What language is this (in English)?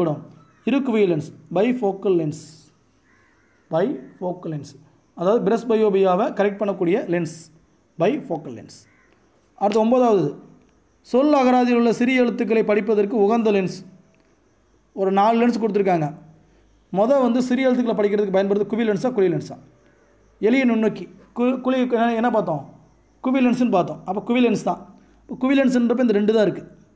Tamil